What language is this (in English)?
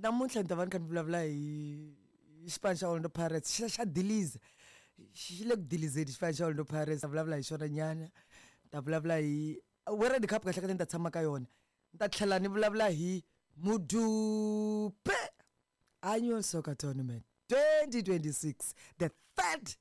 Tsonga